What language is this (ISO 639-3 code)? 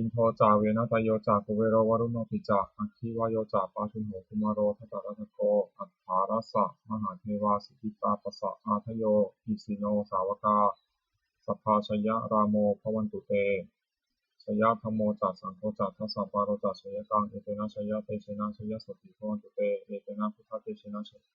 pli